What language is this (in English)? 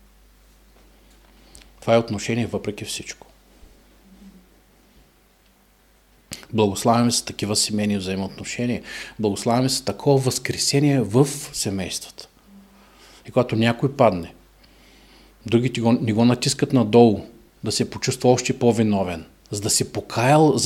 Bulgarian